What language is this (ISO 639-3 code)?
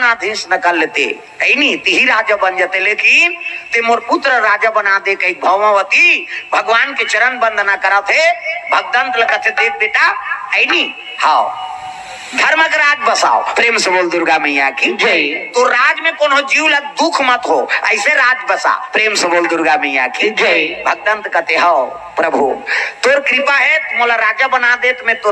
hne